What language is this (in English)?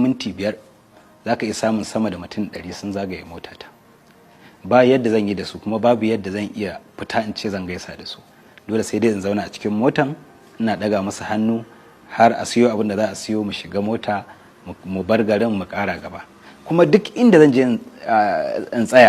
Hausa